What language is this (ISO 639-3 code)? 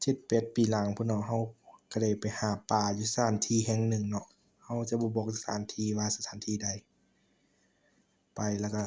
lao